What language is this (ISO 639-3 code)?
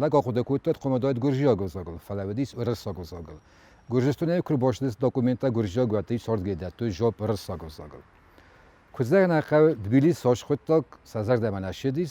oss